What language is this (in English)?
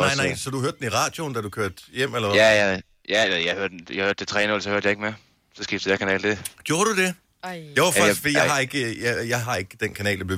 Danish